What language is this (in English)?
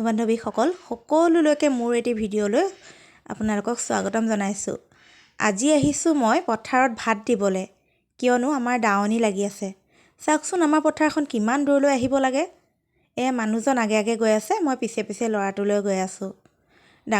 Assamese